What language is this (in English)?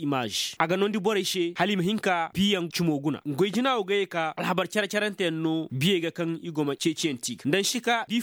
Zarma